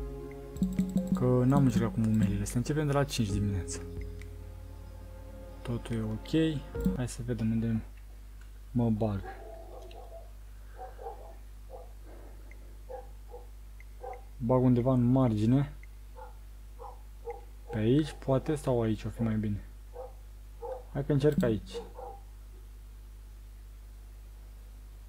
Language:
Romanian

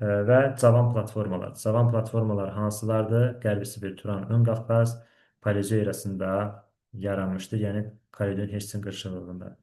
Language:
Azerbaijani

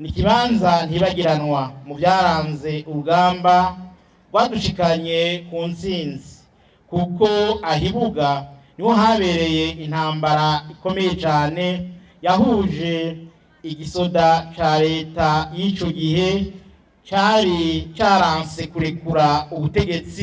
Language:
Rundi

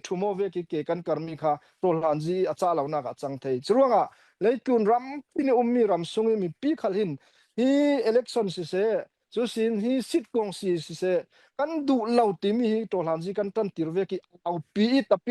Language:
Falam Chin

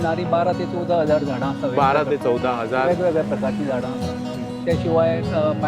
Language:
Konkani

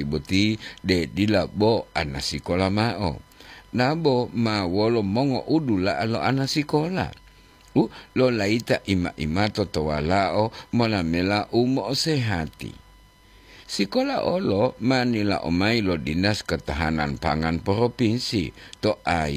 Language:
Gorontalo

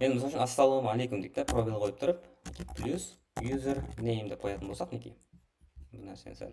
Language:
Kara-Kalpak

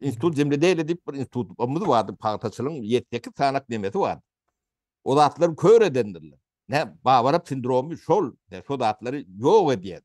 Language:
Turkmen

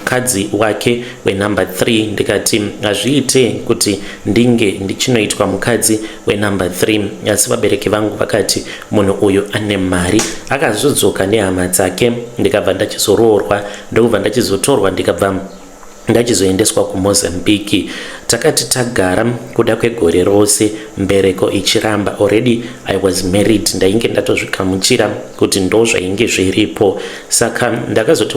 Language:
Shona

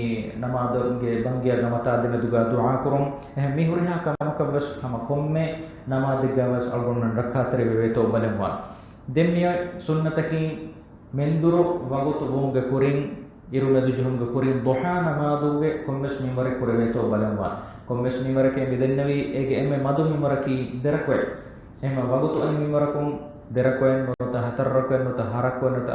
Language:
Divehi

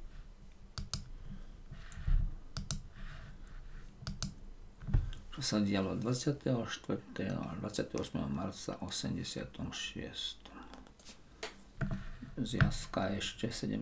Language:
Slovak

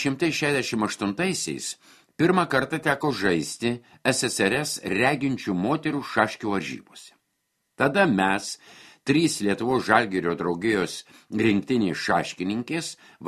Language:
Lithuanian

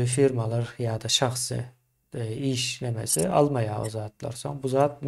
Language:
Turkmen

